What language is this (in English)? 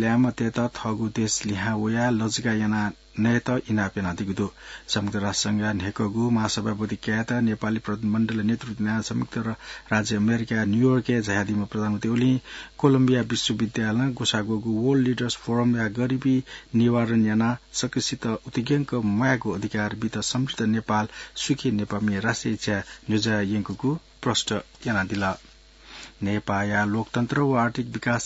Newari